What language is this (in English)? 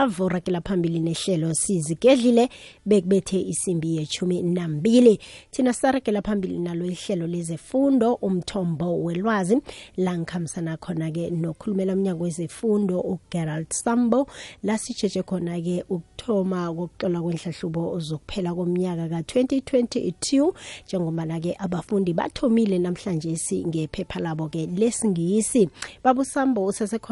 South Ndebele